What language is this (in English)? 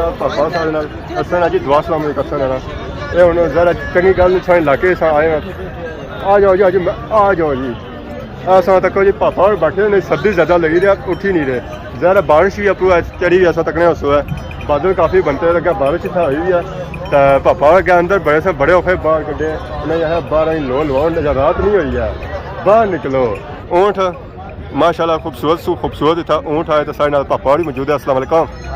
Pahari-Potwari